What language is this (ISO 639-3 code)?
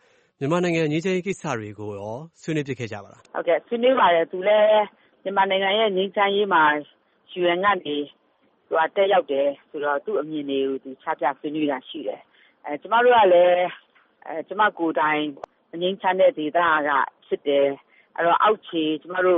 mya